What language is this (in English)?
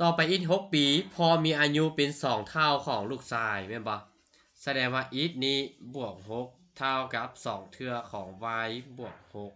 Lao